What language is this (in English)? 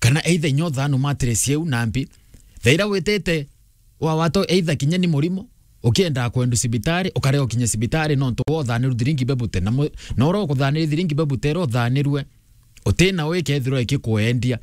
Meru